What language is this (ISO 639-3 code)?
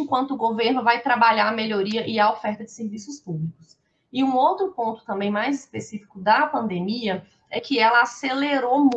por